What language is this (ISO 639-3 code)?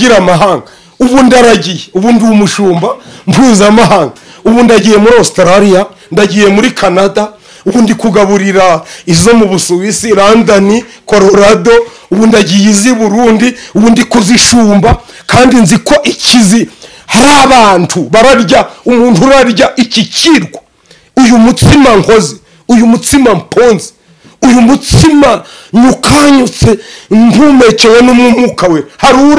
kin